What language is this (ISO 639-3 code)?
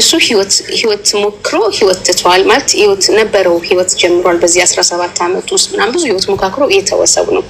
amh